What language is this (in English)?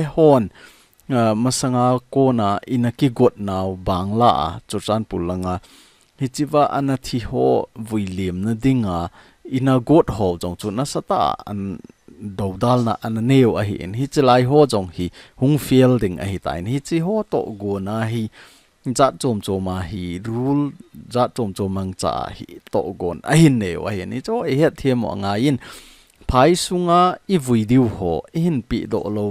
Thado Chin